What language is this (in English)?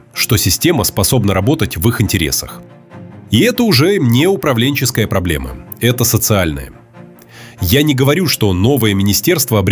Russian